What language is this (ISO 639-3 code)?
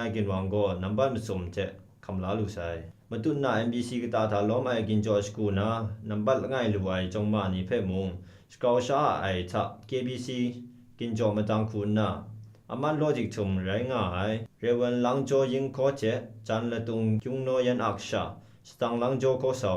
kac